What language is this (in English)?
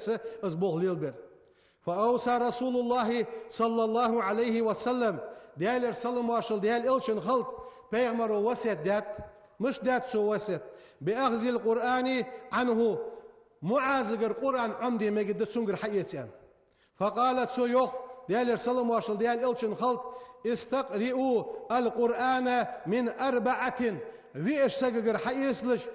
Ingush